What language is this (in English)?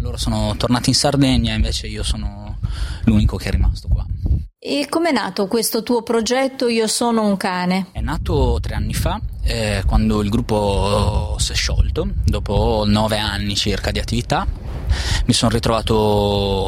Italian